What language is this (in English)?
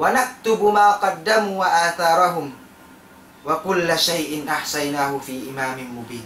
Tausug